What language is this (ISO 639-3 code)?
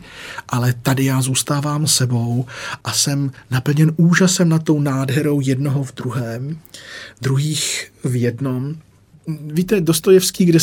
ces